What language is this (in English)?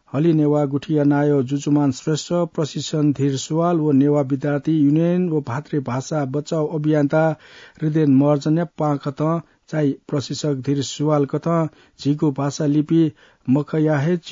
Newari